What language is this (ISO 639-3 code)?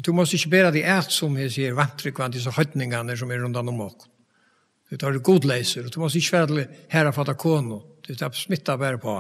fao